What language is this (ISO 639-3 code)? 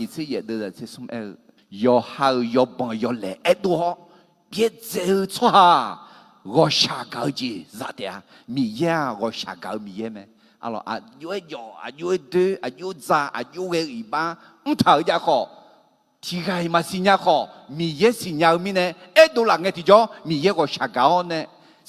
ahk